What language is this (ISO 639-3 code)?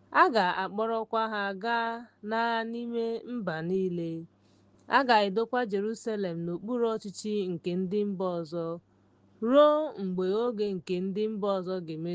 ibo